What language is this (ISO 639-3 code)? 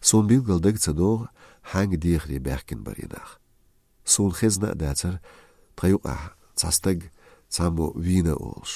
che